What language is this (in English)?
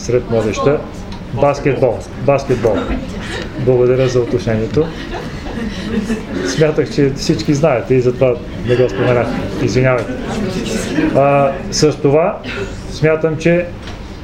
Bulgarian